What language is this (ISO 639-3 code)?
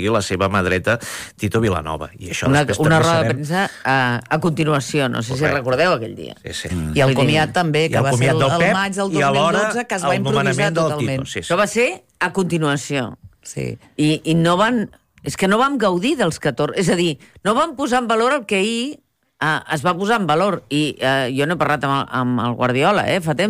cat